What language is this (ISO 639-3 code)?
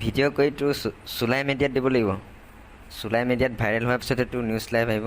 asm